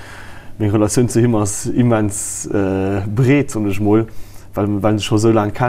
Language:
Luxembourgish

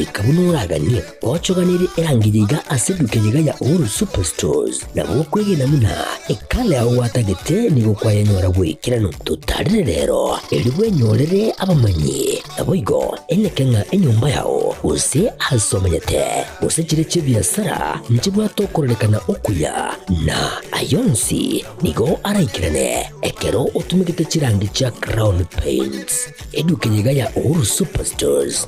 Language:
Gusii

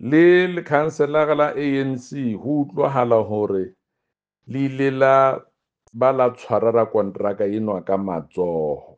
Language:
Southern Sotho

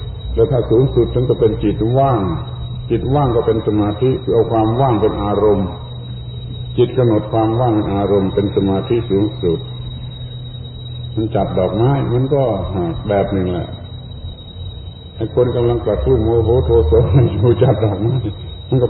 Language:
Thai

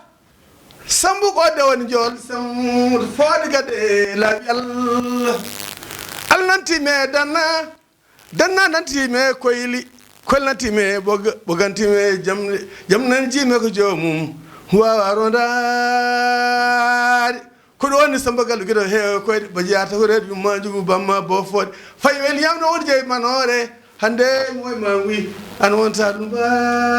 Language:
Fula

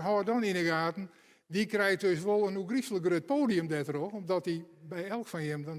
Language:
Western Frisian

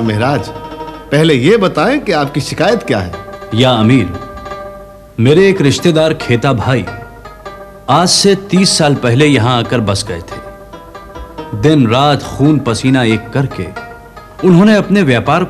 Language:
Hindi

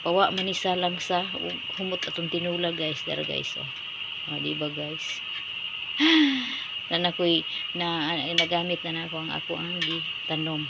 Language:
Cebuano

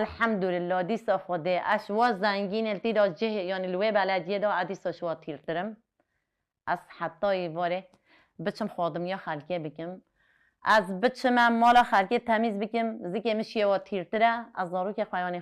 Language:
Kurdish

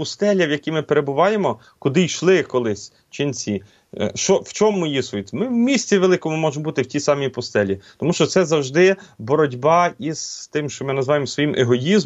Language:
Ukrainian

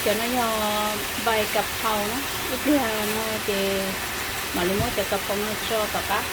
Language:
Hmong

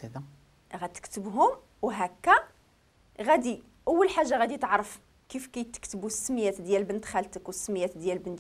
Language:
Moroccan Arabic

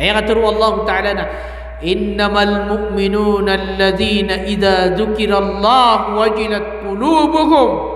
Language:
Maranao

